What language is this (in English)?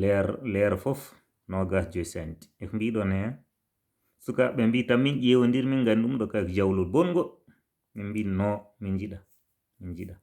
Fula